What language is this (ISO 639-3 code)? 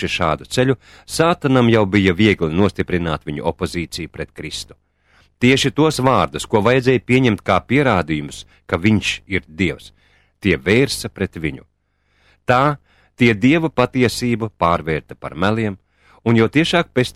lav